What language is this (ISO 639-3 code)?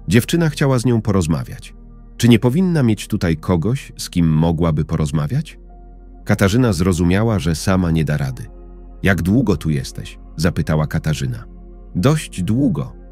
pol